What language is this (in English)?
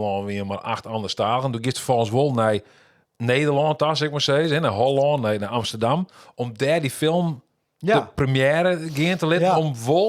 Western Frisian